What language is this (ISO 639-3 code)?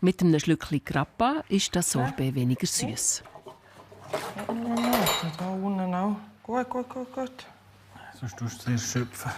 gsw